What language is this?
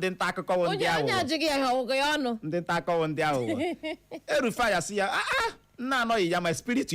Igbo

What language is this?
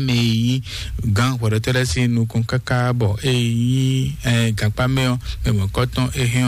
Fon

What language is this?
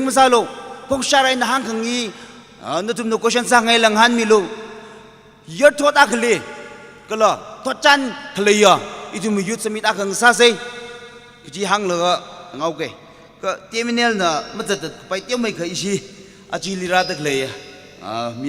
Tangkhul Naga (India)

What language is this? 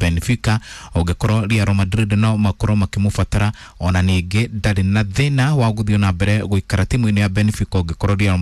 Kikuyu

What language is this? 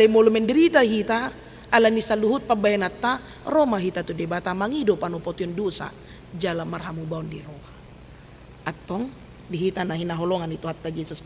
Batak Toba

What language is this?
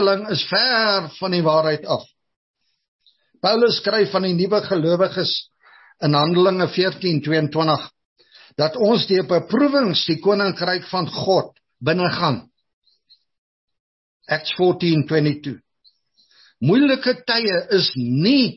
Afrikaans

